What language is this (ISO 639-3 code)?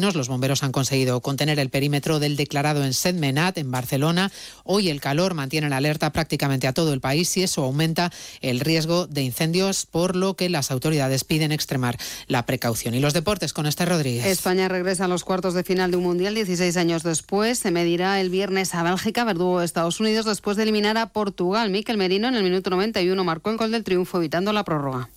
spa